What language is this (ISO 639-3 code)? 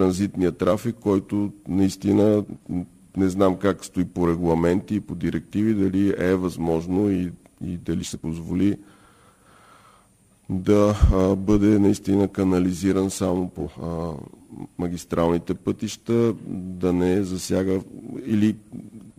bul